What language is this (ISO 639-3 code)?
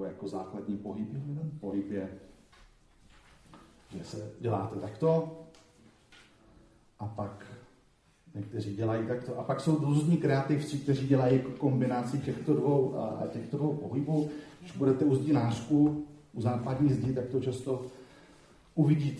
ces